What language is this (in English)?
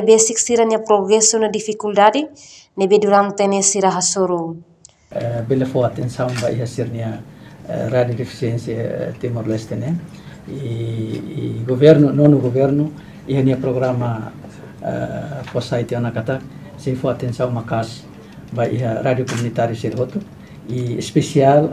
Tetum